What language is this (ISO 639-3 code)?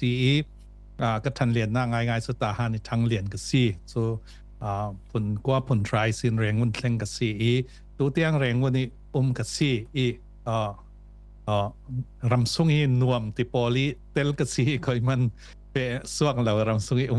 cfm